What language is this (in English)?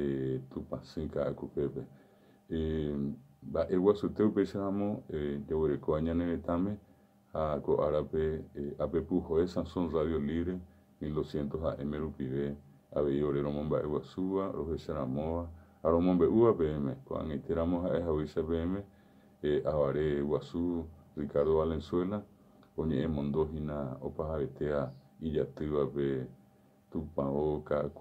Guarani